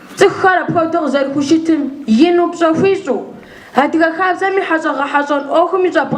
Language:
Kabardian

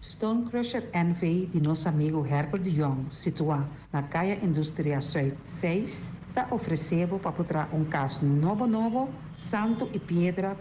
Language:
Papiamento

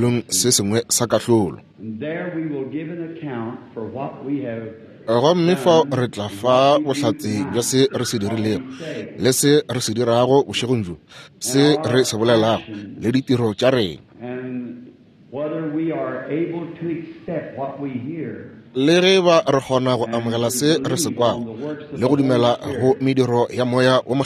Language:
Northern Sotho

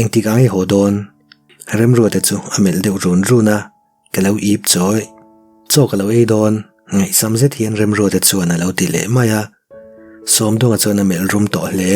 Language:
Mizo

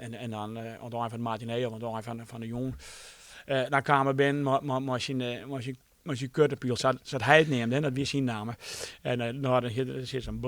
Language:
Western Frisian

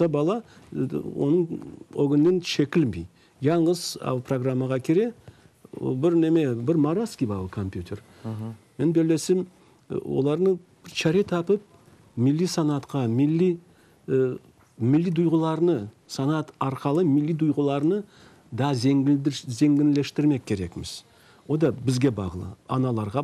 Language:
Crimean Tatar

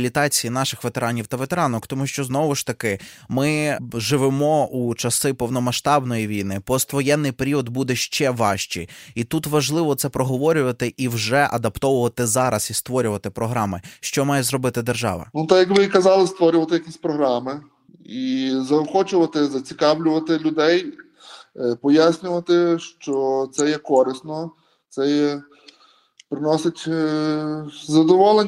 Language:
Ukrainian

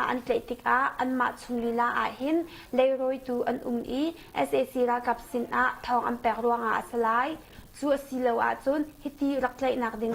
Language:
Hakha Chin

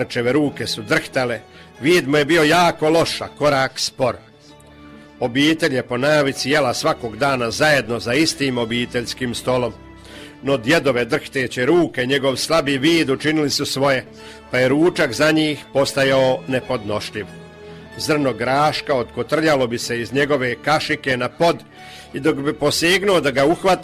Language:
Croatian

